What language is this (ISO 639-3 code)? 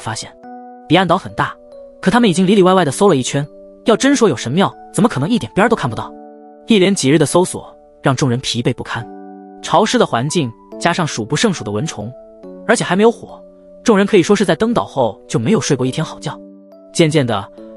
zho